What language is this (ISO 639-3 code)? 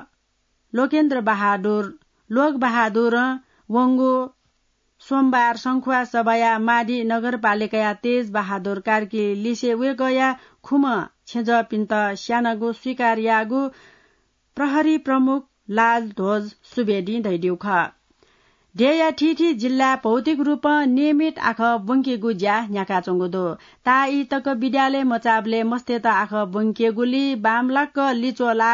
new